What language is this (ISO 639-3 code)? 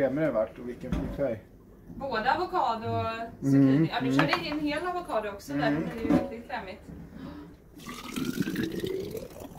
swe